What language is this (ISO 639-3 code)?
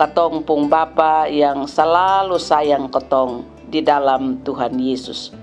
mkn